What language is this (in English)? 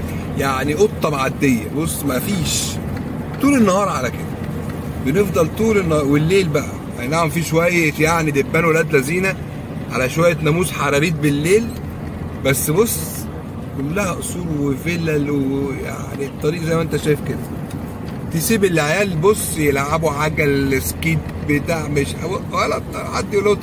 Egyptian Arabic